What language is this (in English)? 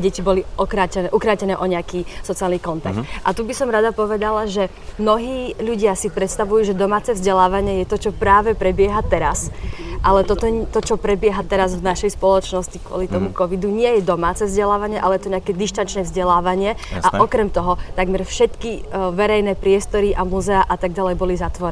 Slovak